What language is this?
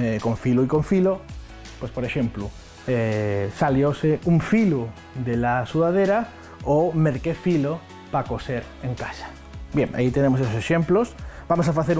Asturian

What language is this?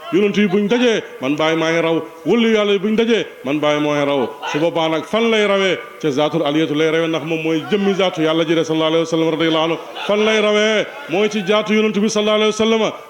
Wolof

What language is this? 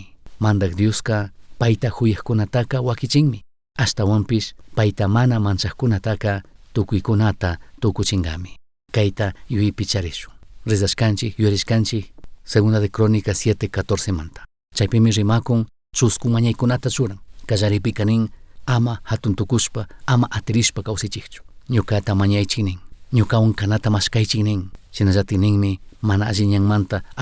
Chimborazo Highland Quichua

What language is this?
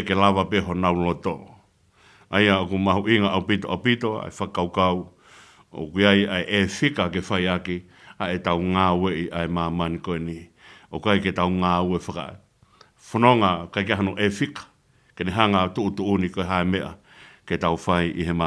Tongan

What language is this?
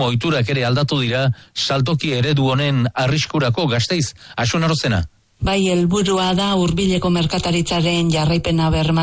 Basque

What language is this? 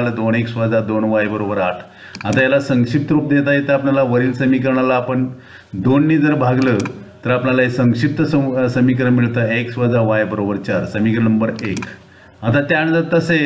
Marathi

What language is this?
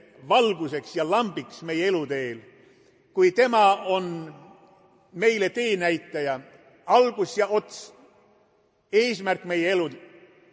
Estonian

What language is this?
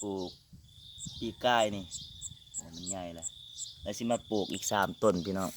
Lao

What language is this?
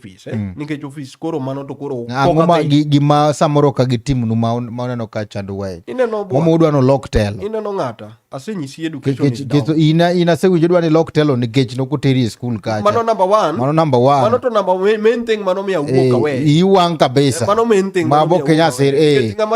Luo (Kenya and Tanzania)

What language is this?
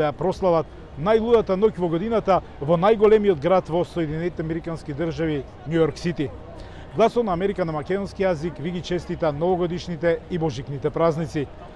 Macedonian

